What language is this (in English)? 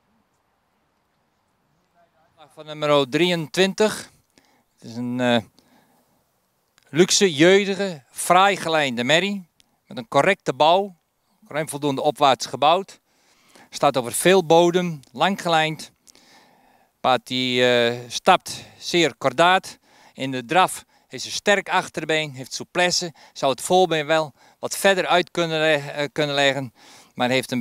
Dutch